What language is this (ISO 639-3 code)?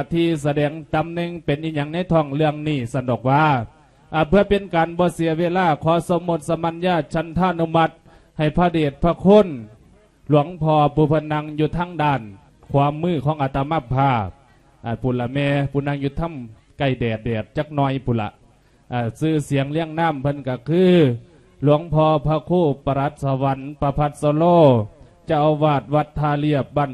lao